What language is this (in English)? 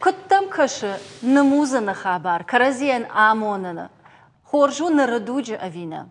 Ossetic